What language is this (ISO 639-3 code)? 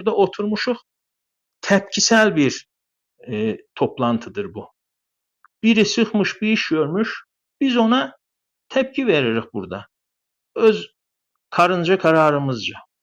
azb